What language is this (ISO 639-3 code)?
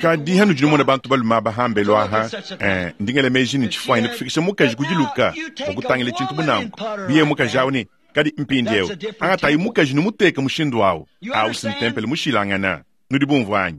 lua